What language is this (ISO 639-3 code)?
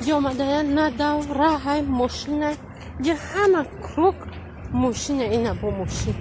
tgk